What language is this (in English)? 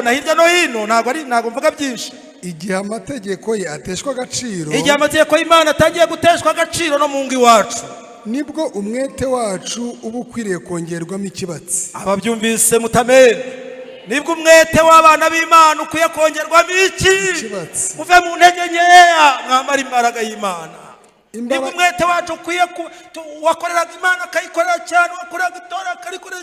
Kinyarwanda